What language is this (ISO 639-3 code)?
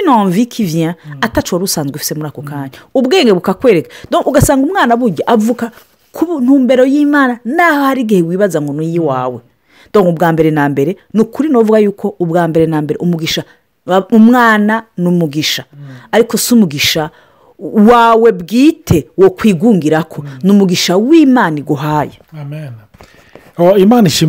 run